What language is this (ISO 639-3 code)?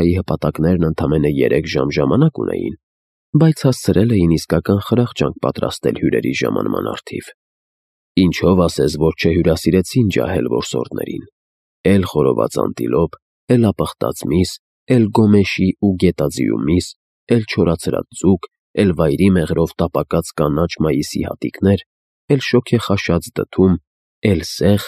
hye